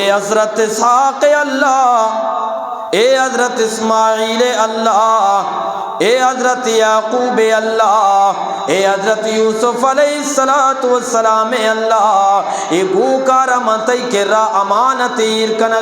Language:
Eastern Balochi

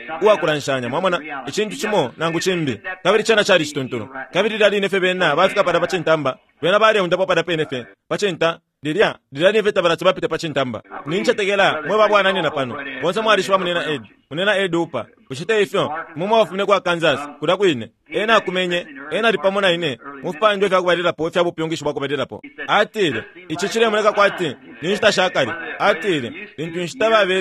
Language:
Bemba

